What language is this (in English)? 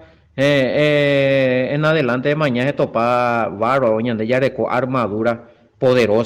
Guarani